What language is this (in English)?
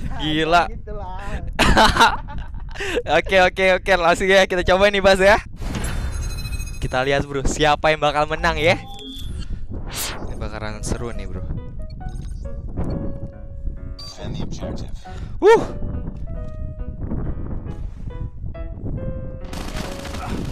Indonesian